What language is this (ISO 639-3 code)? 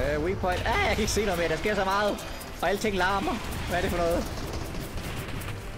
dan